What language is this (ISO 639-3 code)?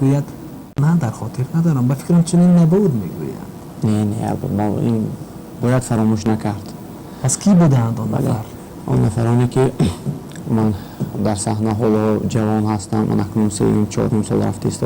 tgk